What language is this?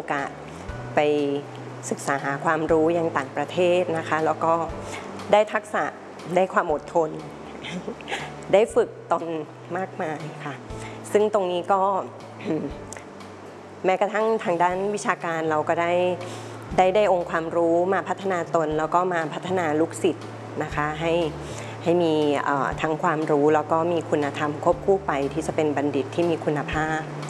Thai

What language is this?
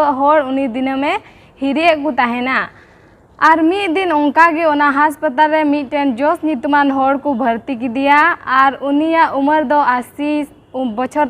Santali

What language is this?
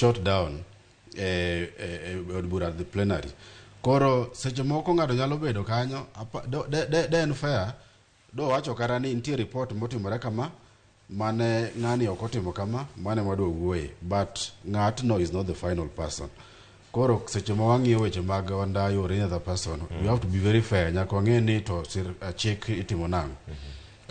Luo (Kenya and Tanzania)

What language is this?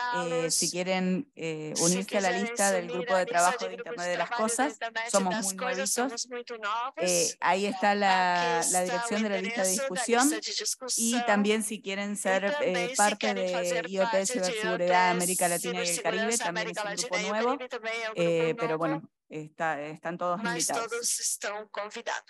Spanish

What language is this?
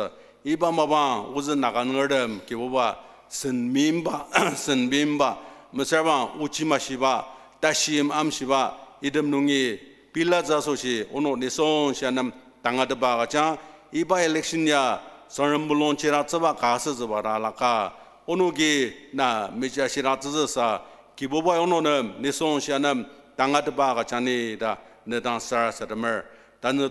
Ao Naga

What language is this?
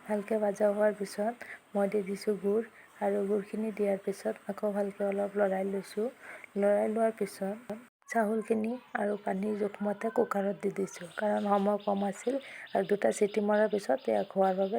Assamese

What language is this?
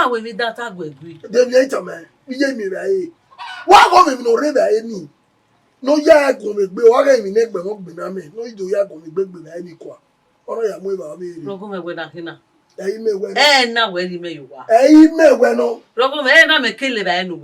Bini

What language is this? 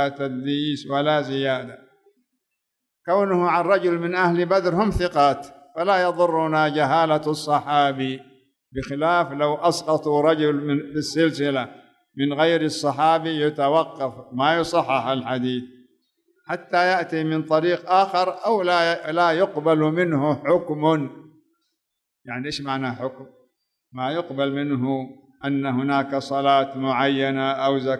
Arabic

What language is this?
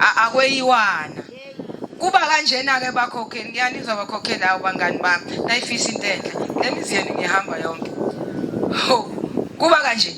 Zulu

